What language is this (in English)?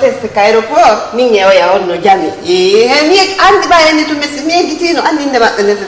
Fula